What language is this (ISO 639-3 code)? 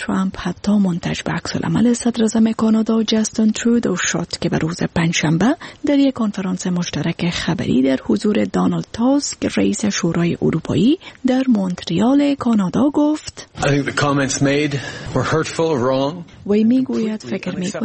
fas